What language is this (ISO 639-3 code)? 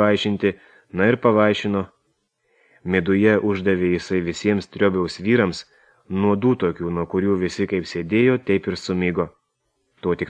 lit